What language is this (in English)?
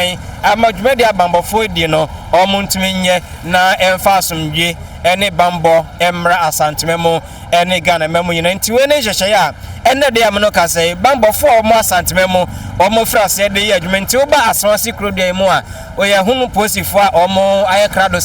Akan